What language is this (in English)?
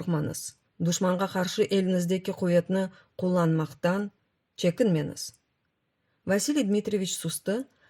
Crimean Tatar